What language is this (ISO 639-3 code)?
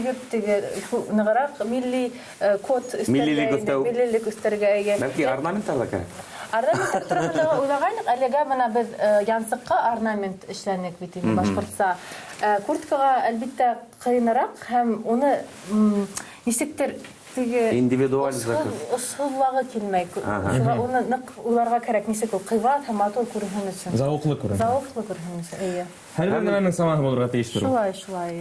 bak